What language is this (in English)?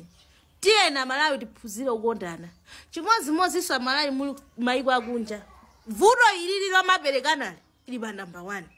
Nyanja